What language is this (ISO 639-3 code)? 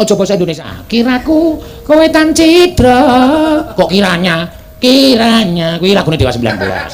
jav